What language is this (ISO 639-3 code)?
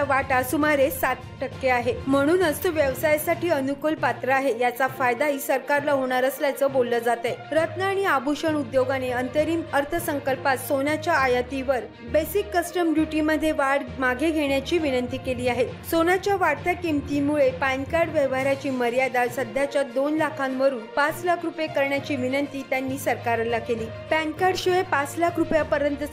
mar